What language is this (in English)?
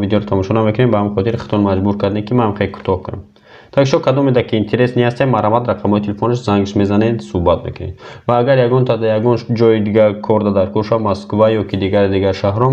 Tajik